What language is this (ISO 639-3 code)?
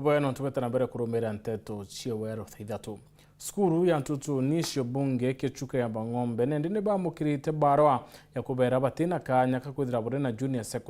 mer